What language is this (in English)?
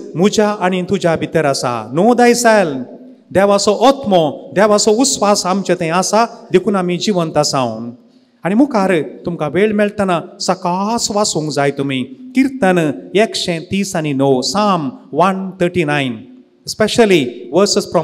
Konkani